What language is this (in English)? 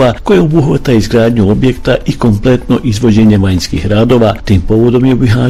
Bosnian